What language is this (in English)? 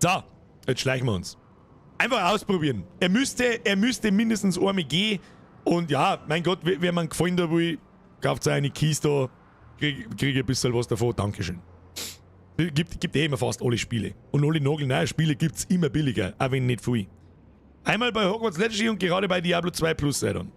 Bavarian